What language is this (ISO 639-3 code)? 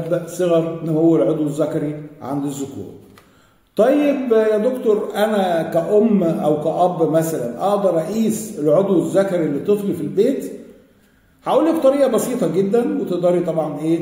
arz